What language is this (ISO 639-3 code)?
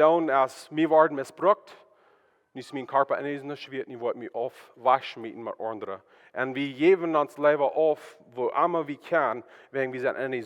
pdt